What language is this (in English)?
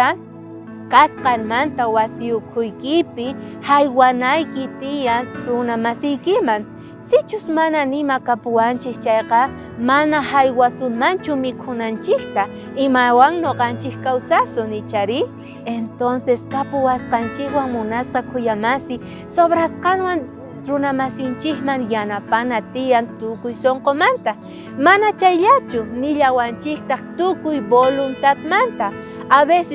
South Bolivian Quechua